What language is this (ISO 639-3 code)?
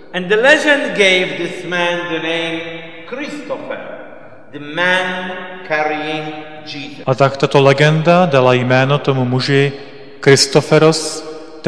ces